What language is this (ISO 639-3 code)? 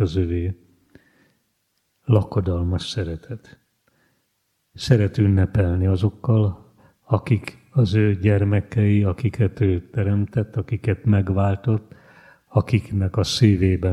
hun